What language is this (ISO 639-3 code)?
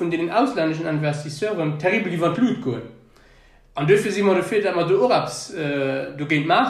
ltz